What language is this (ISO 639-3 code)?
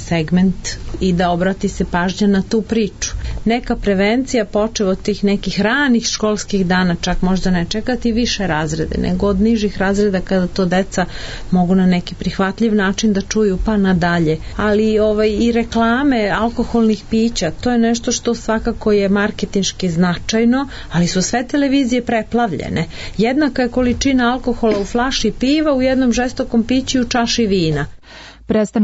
srp